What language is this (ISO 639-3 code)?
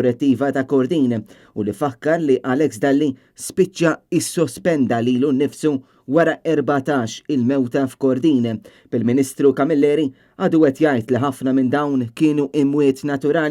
mlt